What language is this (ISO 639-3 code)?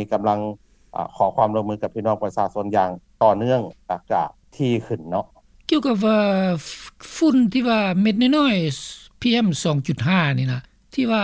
lao